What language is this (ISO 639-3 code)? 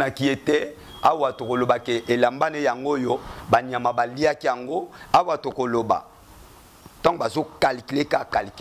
lin